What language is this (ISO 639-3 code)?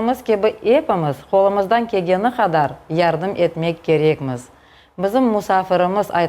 crh